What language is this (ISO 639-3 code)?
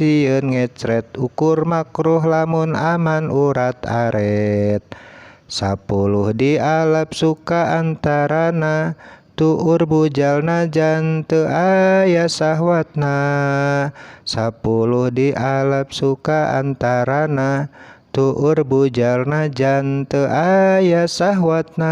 sun